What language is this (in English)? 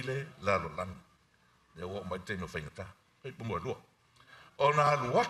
Samoan